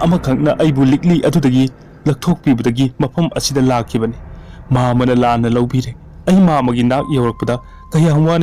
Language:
Manipuri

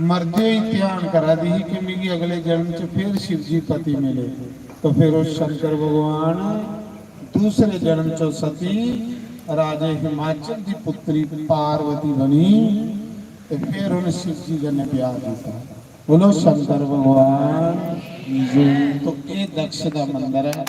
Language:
Dogri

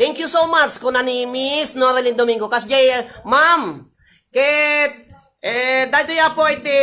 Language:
Iloko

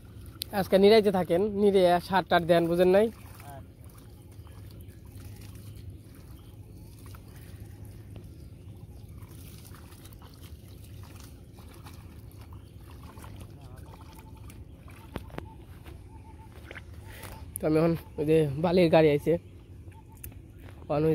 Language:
Bangla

